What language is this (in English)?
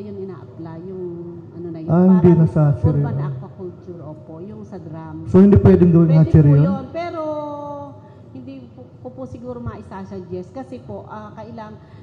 Filipino